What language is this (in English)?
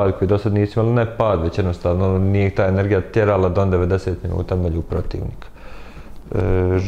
Bosnian